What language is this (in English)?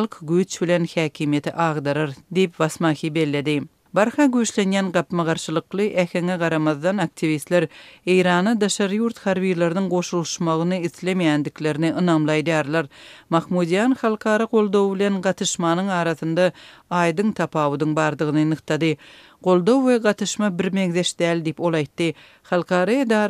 Turkmen